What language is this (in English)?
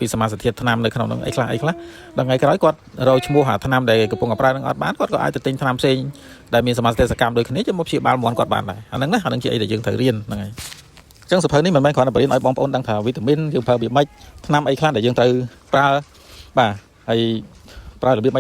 Khmer